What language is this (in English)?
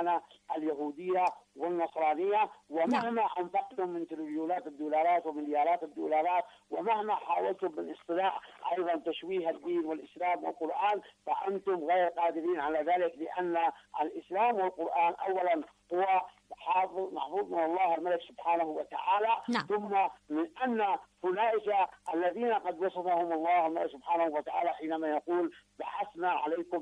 Arabic